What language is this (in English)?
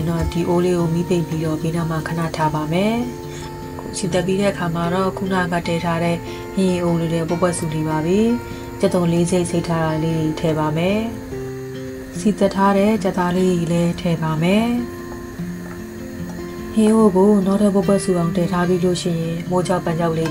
Burmese